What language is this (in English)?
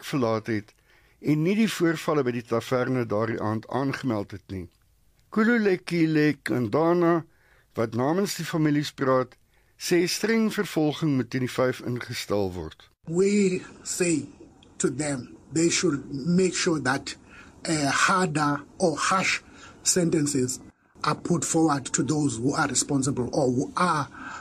Afrikaans